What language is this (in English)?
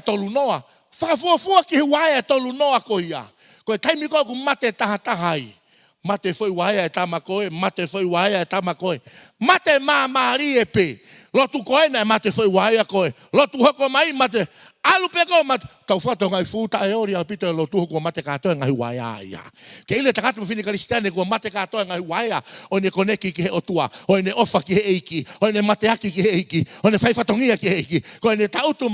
Tongan